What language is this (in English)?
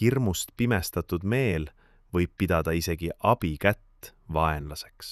Estonian